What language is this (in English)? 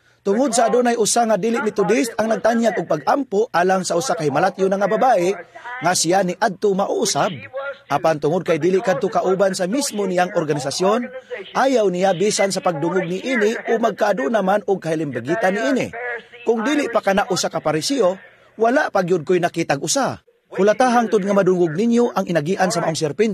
Cebuano